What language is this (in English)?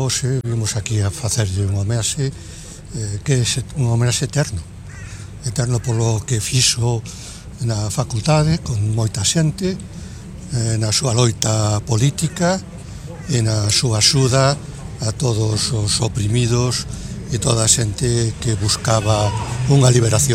Galician